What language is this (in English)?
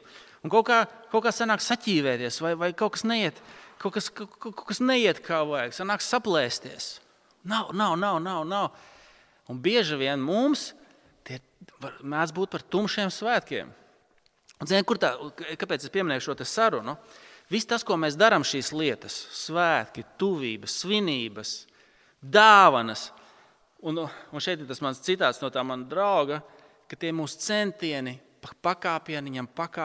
Latvian